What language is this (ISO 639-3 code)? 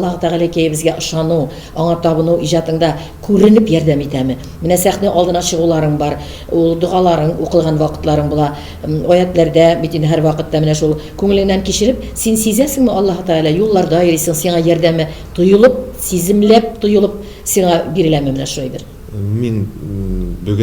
tat